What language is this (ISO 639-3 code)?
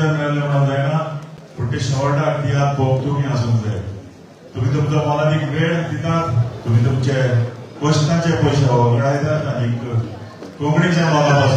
kok